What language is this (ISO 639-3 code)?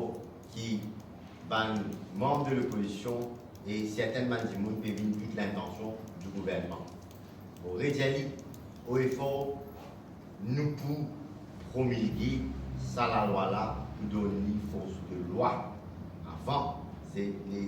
mfe